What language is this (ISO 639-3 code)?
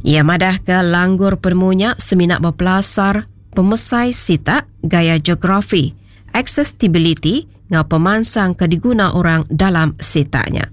iba